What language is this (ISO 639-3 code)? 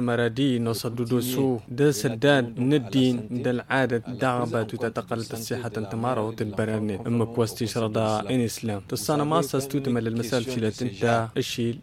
taq